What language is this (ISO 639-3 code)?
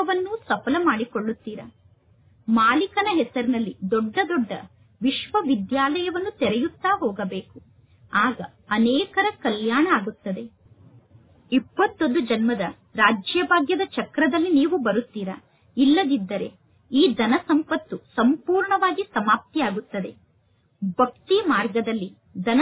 kan